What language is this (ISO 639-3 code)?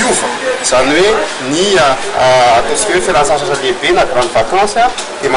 mlg